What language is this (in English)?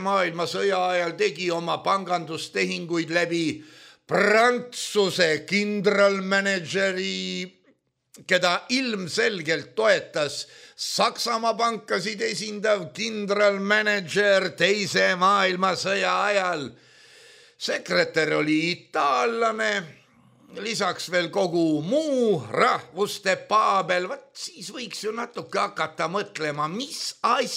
Estonian